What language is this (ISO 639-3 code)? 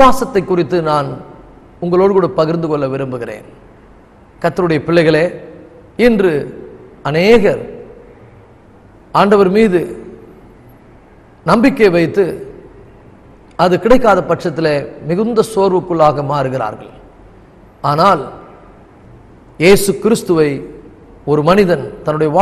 tam